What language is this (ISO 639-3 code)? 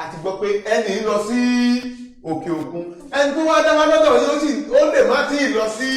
yor